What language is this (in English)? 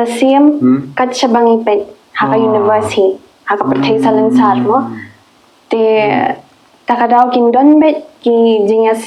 Khasi